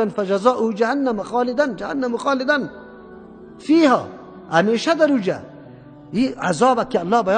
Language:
Persian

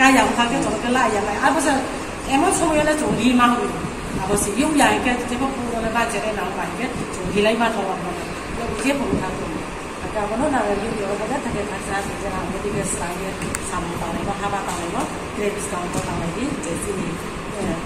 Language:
Riang (India)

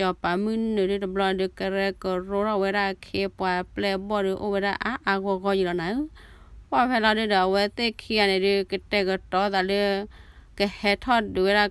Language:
S'gaw Karen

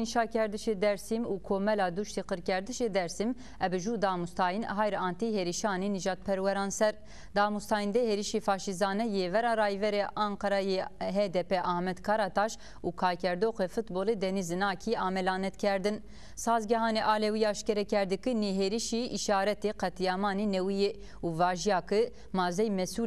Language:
Zaza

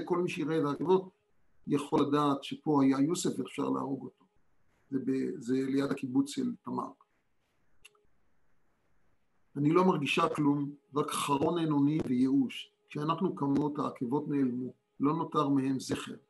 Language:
Hebrew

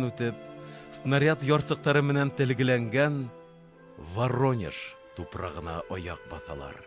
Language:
Bashkir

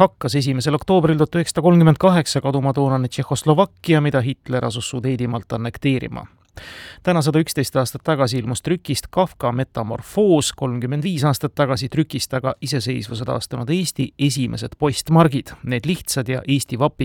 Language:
Estonian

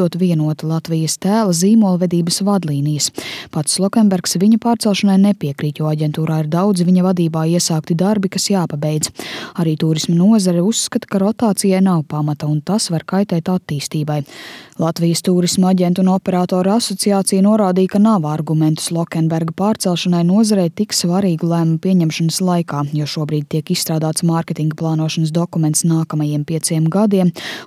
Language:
Latvian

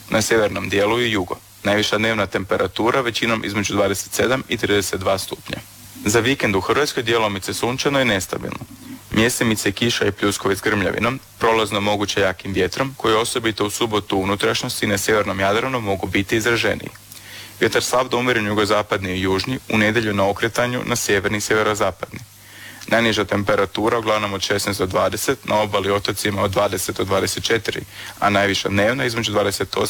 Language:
Croatian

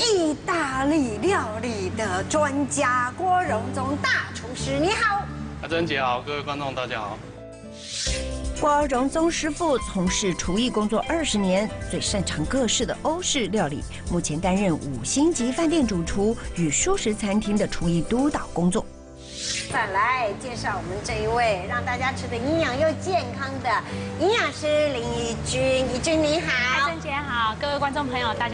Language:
Chinese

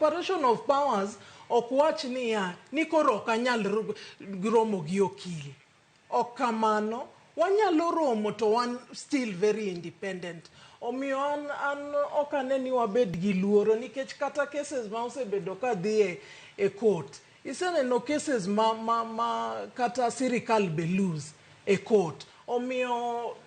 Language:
Luo (Kenya and Tanzania)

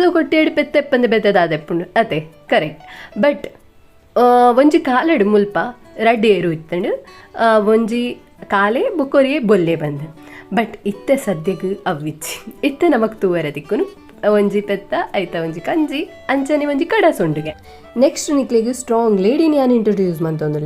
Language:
Tulu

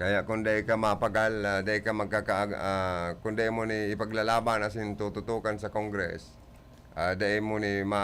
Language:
Bikol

